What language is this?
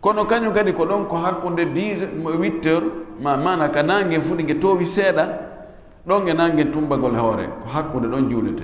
Fula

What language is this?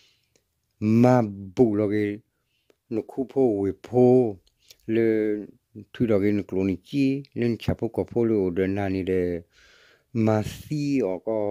S'gaw Karen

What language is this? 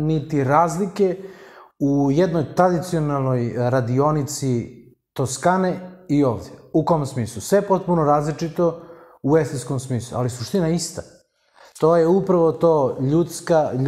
Serbian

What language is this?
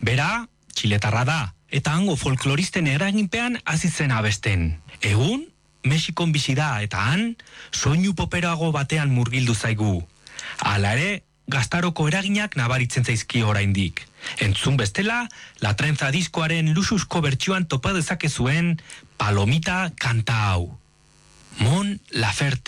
Basque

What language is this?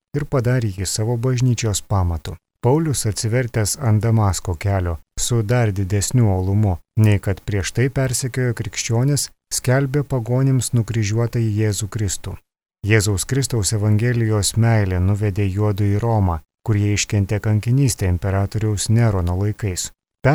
Lithuanian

